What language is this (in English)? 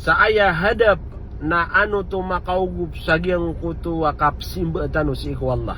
Maranao